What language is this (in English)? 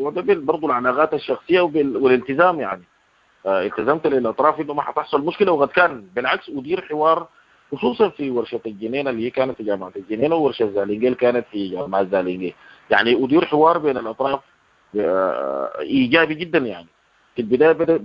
Sudanese Arabic